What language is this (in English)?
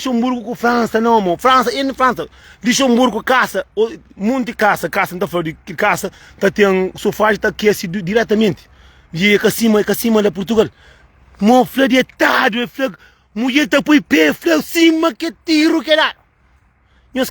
Kabuverdianu